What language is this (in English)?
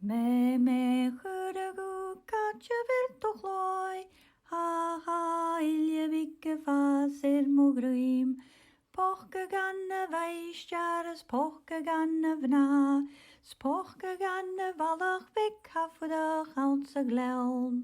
Scottish Gaelic